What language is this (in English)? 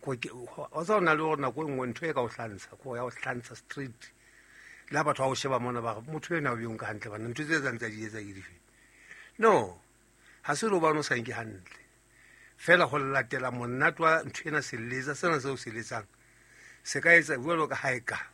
Southern Sotho